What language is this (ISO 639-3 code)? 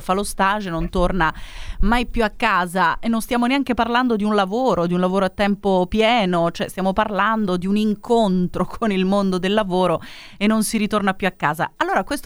ita